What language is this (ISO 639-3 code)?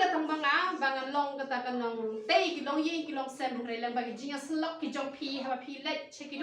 kha